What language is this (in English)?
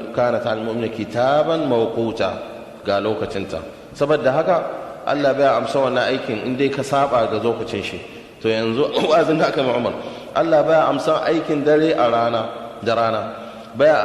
Hausa